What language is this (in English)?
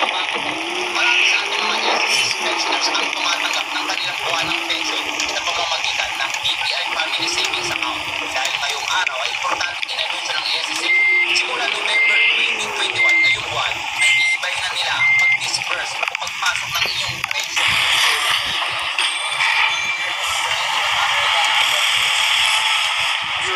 Filipino